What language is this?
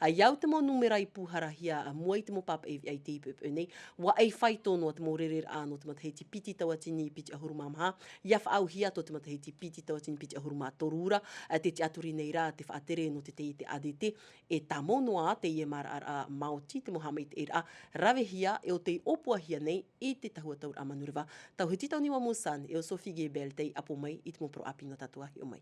Tahitian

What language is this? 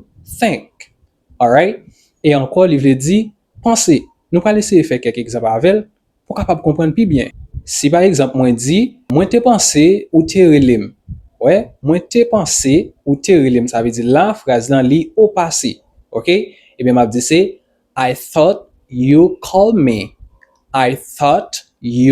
Haitian Creole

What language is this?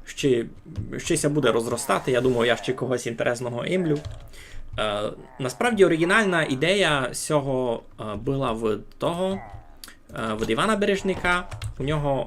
Rusyn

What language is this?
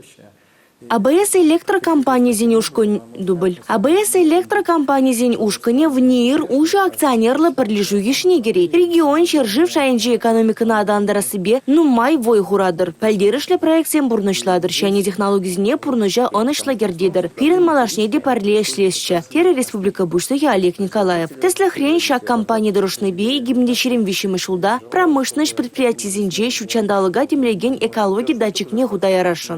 Chuvash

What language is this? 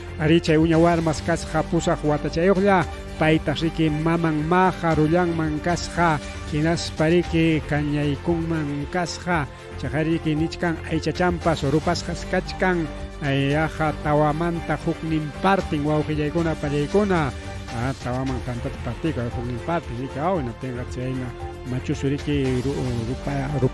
Ayacucho Quechua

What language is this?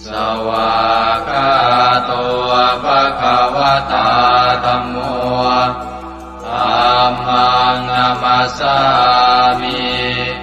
Pali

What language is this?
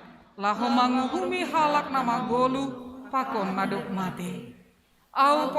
Batak Simalungun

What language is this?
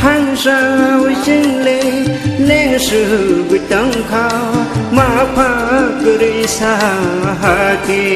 Kok Borok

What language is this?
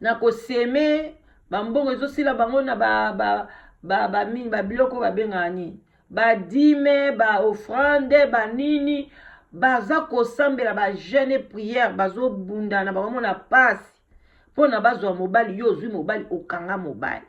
Lingala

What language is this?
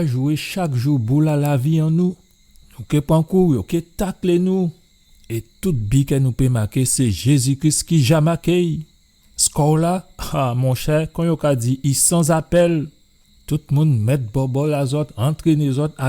Guadeloupean Creole French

